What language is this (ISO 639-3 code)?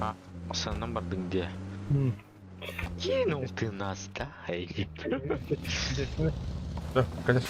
sah